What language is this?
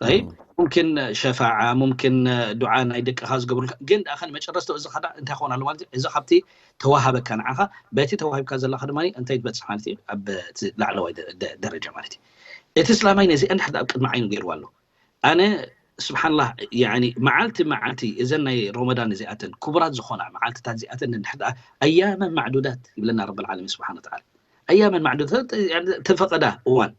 Tigrinya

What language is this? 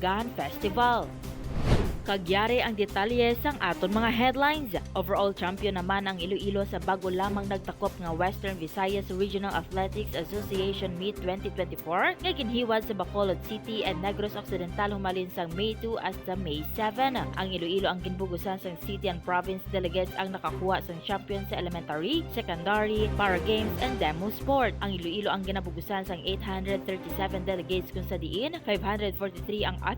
Hiligaynon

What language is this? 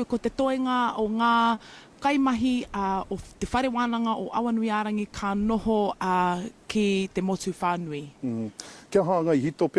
Māori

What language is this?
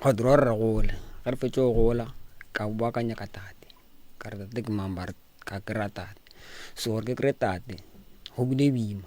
Northern Sotho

